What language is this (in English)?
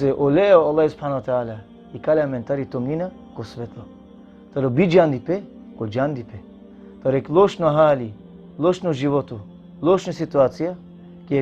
Balkan Romani